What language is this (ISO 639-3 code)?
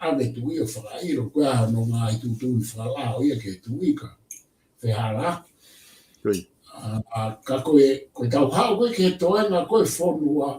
ton